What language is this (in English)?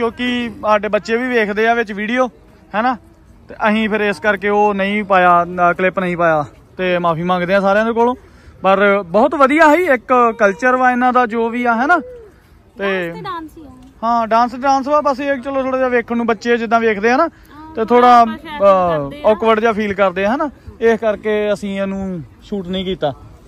Punjabi